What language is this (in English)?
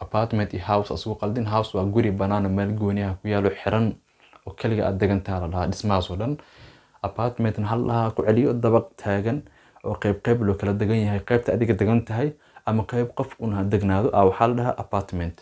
Somali